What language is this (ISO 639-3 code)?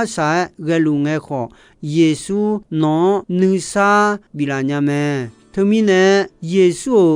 ahk